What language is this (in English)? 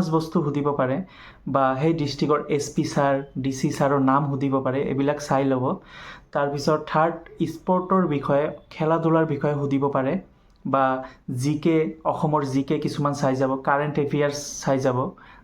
Assamese